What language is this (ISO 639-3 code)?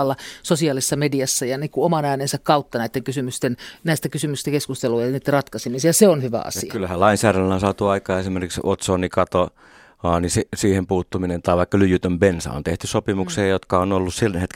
fin